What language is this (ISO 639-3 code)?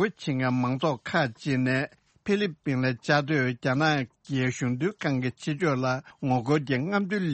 bod